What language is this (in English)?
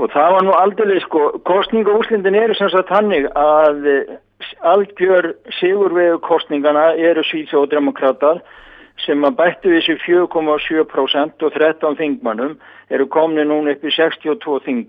Icelandic